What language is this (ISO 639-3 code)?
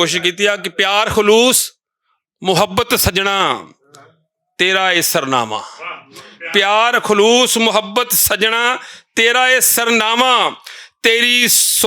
lah